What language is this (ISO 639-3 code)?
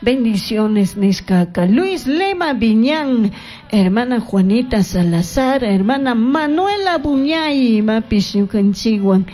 qug